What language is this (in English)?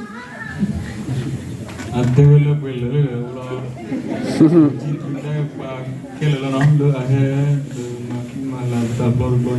S'gaw Karen